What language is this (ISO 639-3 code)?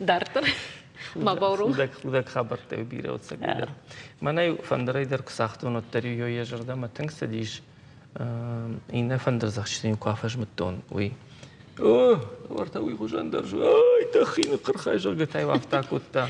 oss